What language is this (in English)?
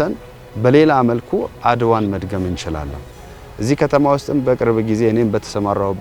Amharic